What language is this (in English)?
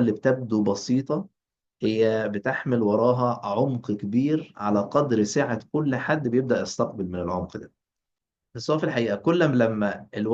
Egyptian Arabic